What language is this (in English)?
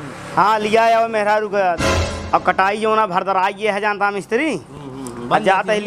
Awadhi